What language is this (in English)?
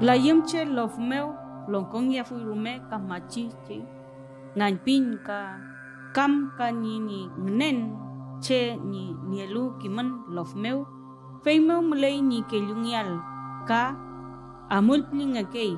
Mapuche